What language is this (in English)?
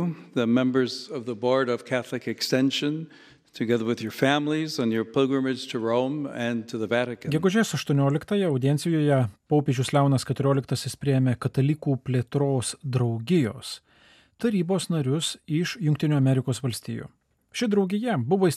Lithuanian